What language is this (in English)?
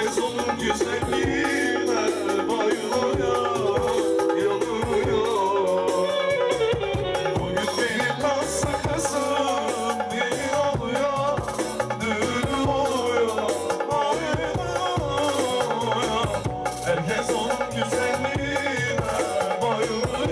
Turkish